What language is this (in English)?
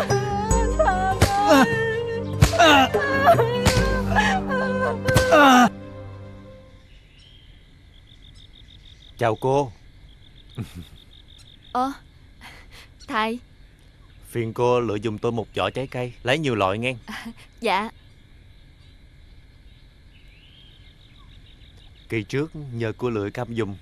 Vietnamese